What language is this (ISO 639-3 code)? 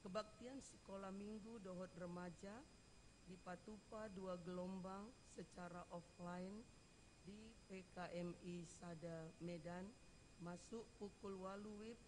bbc